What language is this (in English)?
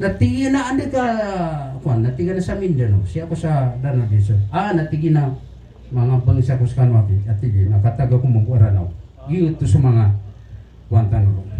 Maranao